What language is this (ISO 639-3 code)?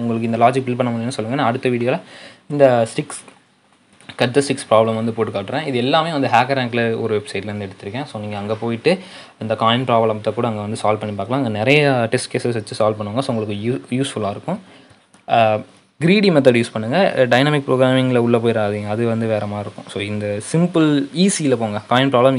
tam